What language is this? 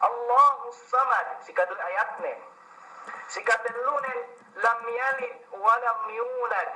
Yakan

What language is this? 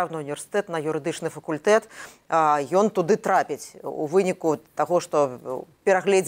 Belarusian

